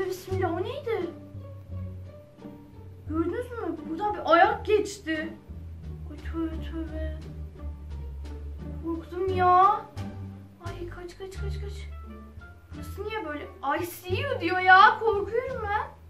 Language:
Turkish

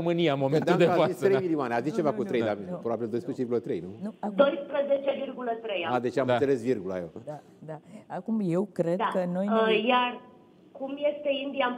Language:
Romanian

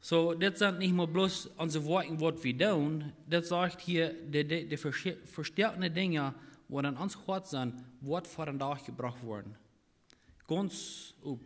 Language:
Plautdietsch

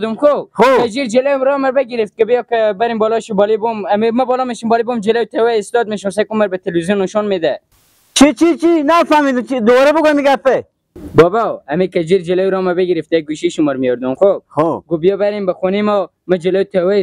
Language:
Persian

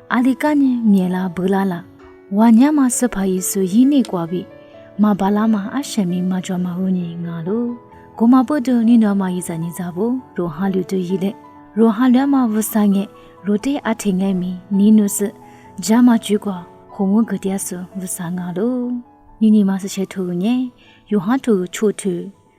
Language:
Lisu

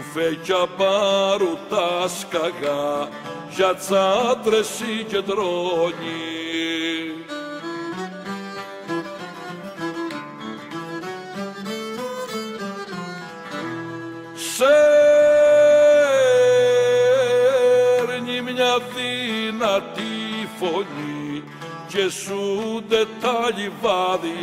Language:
Greek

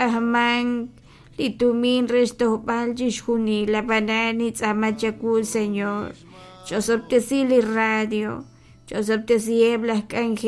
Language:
Kekchí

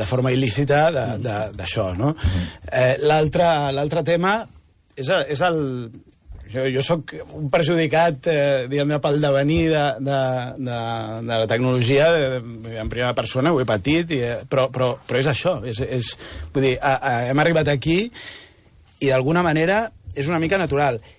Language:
Catalan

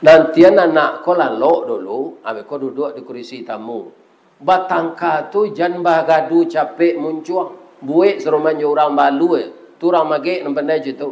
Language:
Minangkabau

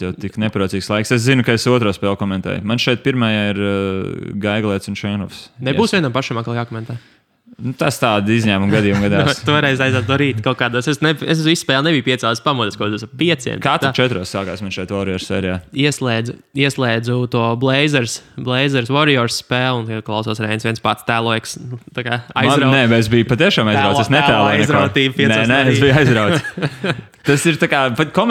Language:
Latvian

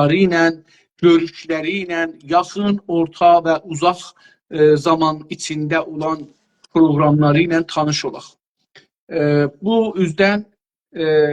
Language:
South Azerbaijani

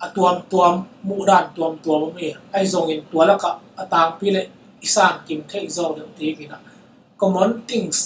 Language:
Tedim Chin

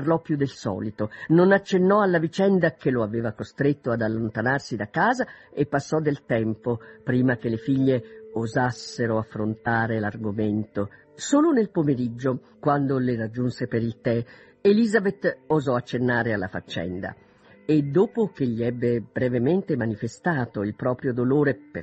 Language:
Italian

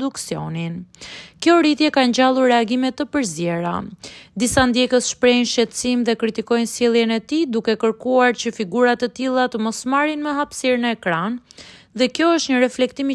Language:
Albanian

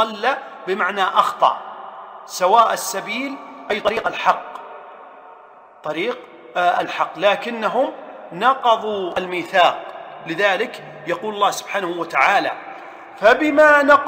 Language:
Arabic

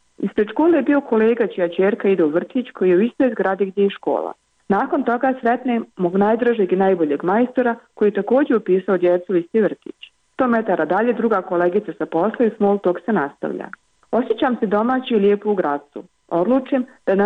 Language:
Bosnian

